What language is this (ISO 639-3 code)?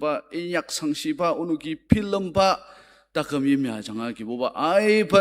njo